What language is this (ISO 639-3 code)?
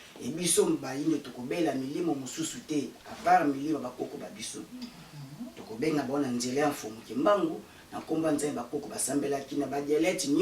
lin